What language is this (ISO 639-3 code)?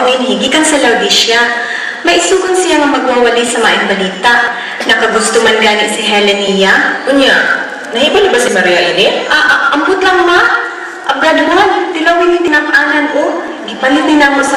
ceb